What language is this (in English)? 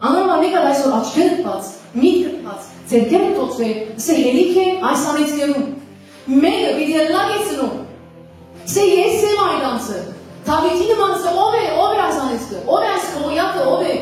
Western Armenian